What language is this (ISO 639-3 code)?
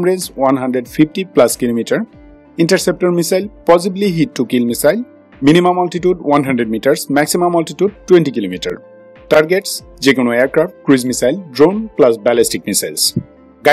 ben